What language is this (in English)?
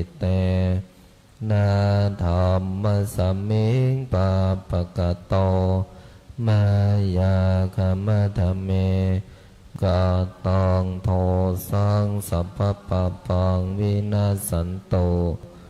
Pali